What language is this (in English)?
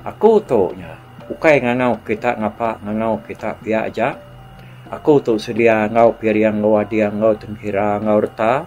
Iban